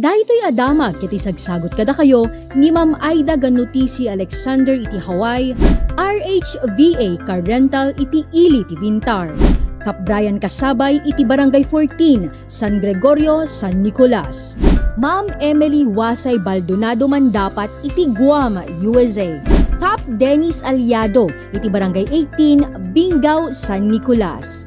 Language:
Iloko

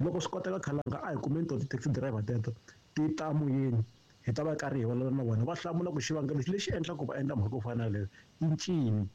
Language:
Tsonga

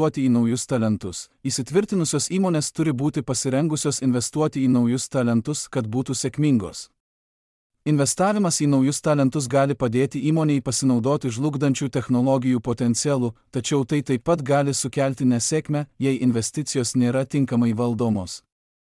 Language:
Lithuanian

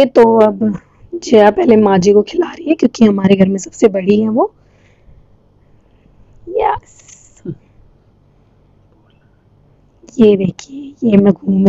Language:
Hindi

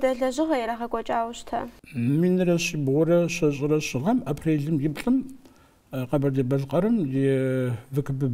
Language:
Kabardian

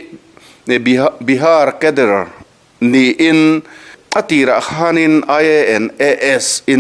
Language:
Mizo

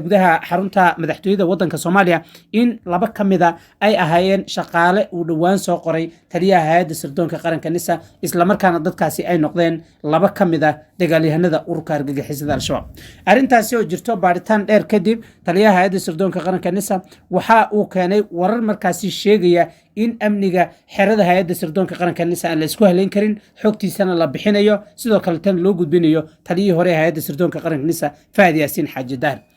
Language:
Somali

